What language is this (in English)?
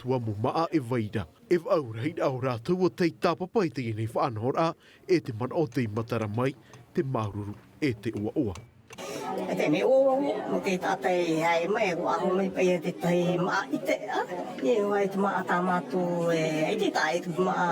Tahitian